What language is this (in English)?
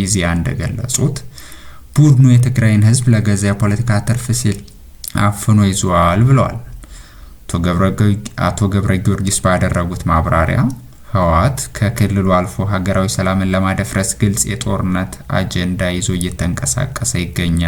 Amharic